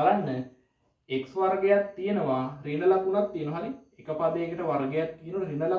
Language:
Sinhala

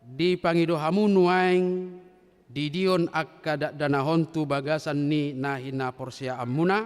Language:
Batak Toba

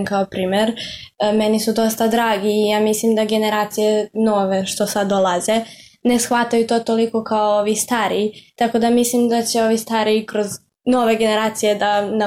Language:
Bosnian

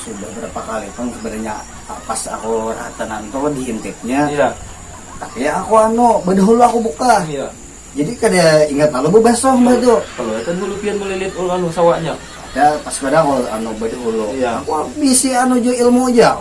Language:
Banjar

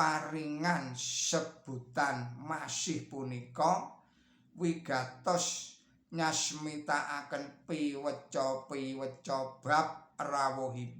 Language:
Javanese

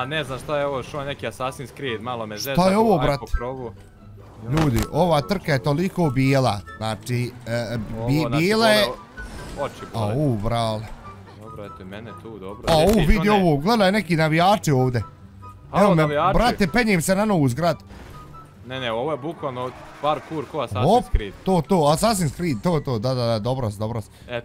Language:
Bosnian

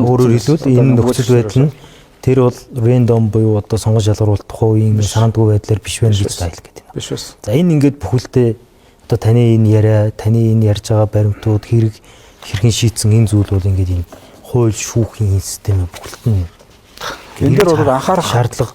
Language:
Mongolian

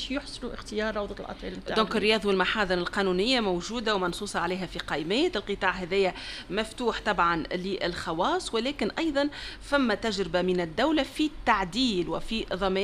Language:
Tunisian Arabic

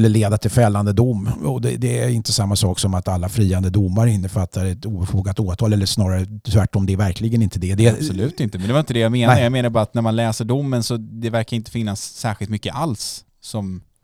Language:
Swedish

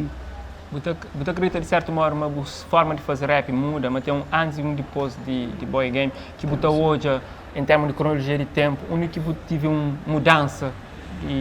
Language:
Kabuverdianu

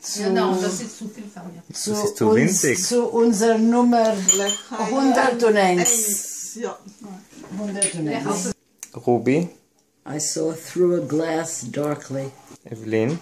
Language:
Yiddish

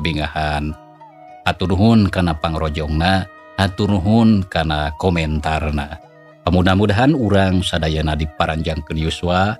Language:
Sundanese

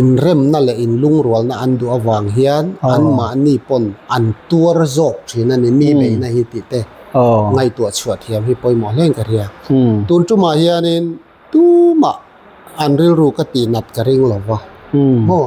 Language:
Mizo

